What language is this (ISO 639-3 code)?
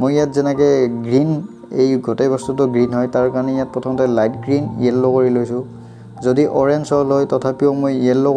asm